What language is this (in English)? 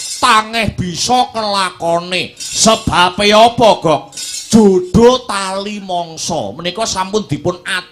Javanese